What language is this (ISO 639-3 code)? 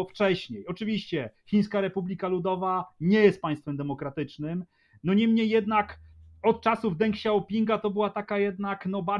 pol